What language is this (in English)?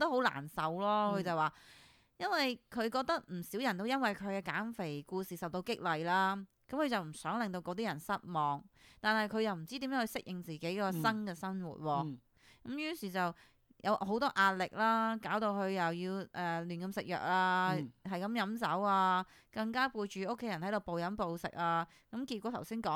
Cantonese